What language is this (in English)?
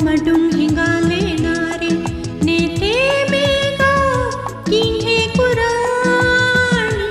Divehi